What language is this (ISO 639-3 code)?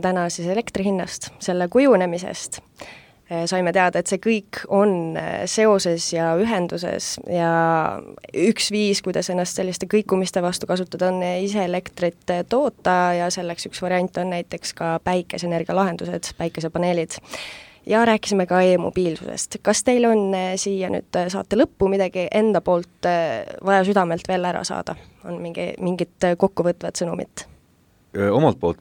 est